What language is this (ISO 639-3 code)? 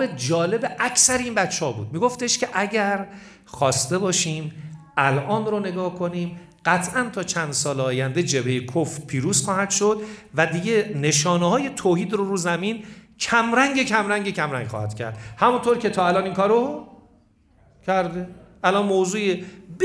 fas